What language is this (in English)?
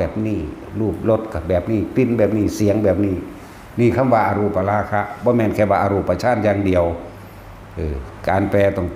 Northeastern Thai